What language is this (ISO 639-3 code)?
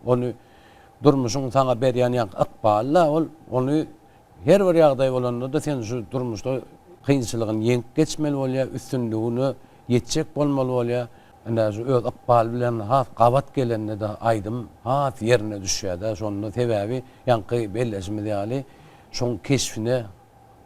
tuk